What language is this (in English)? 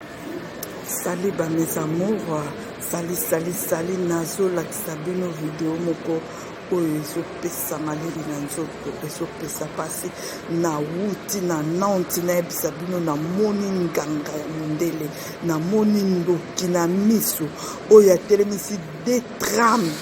Lingala